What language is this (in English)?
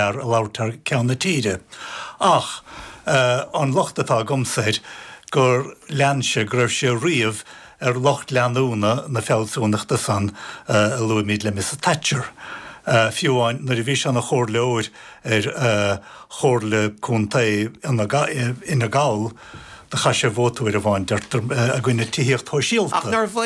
Irish